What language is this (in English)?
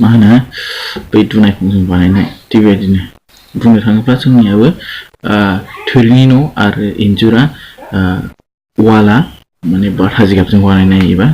Bodo